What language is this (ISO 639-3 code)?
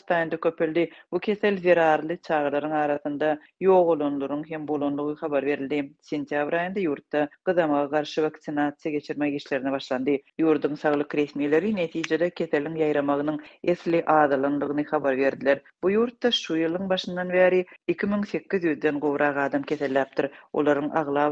tuk